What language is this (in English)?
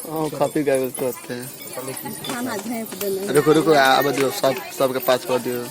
Maithili